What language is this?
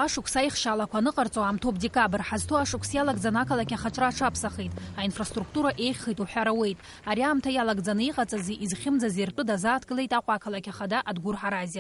Abkhazian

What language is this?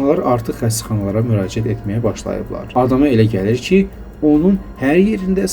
Azerbaijani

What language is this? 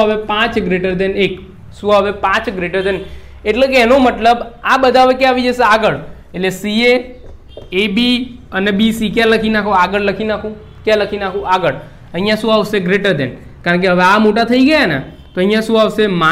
Gujarati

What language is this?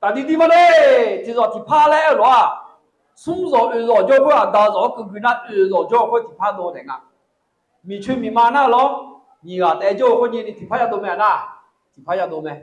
Akha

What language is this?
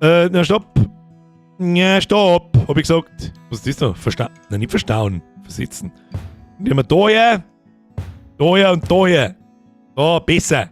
Bavarian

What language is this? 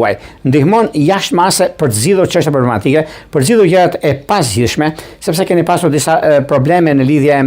Albanian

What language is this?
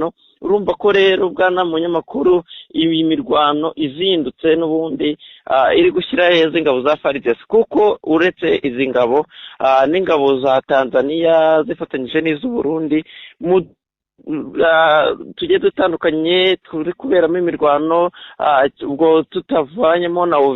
Kinyarwanda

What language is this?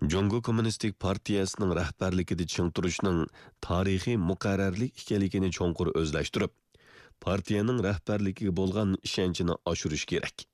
Uyghur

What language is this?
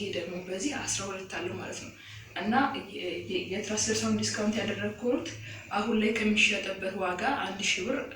Amharic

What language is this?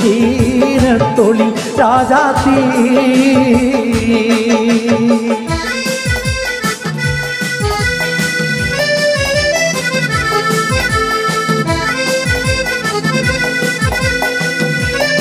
Malayalam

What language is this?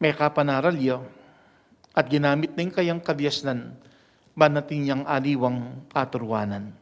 Pampanga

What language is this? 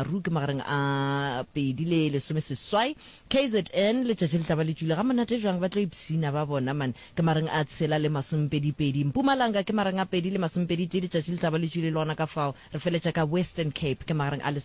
Northern Sotho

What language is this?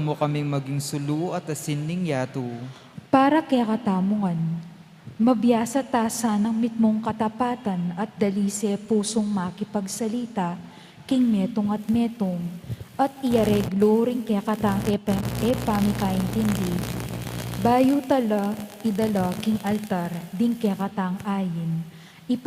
Pampanga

